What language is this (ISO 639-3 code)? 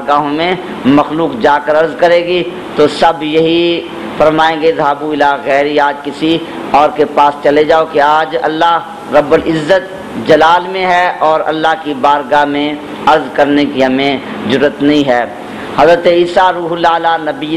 urd